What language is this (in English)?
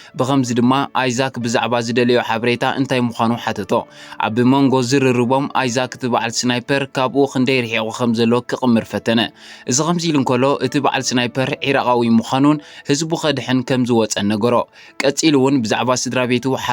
Tigrinya